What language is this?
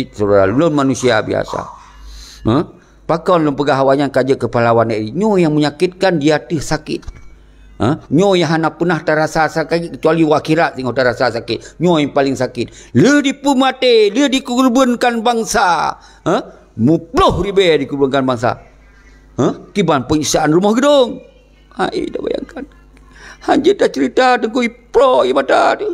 Achinese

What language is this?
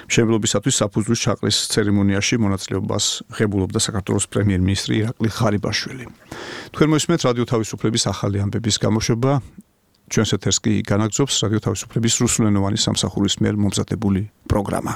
Georgian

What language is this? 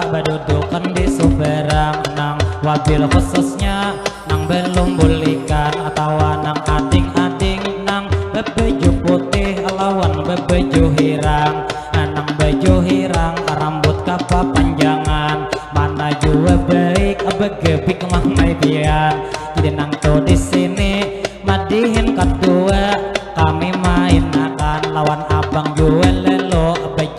Banjar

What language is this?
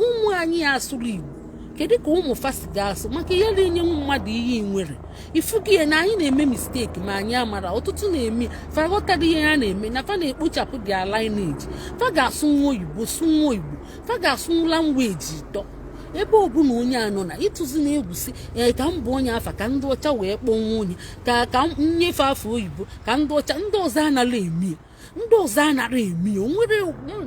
Igbo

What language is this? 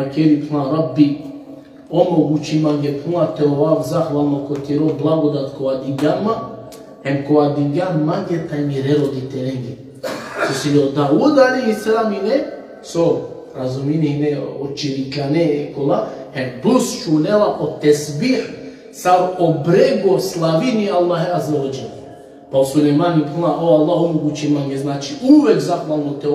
Balkan Romani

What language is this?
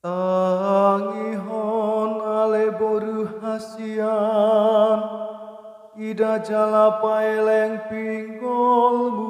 Batak Toba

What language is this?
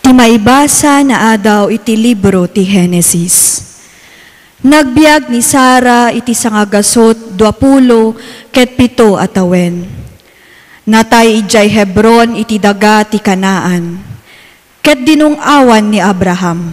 Iloko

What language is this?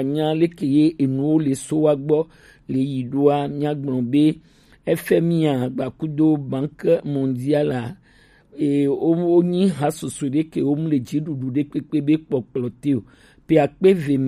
Gen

